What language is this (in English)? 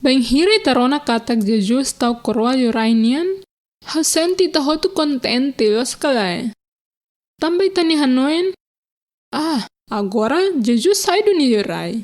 Tetum